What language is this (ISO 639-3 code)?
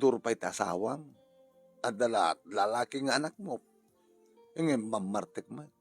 ilo